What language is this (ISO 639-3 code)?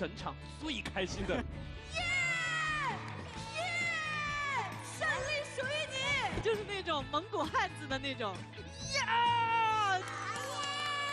zho